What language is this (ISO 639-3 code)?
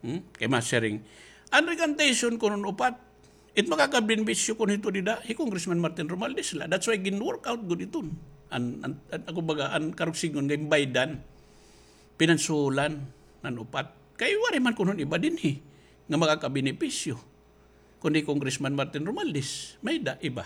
war